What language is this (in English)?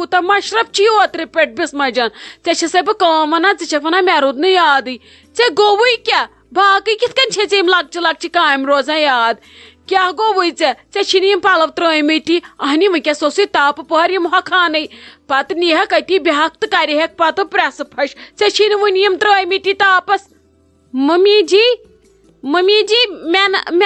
Kashmiri